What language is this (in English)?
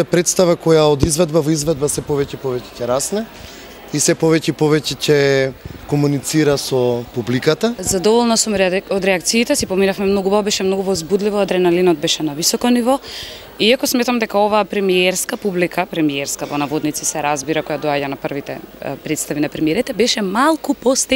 Macedonian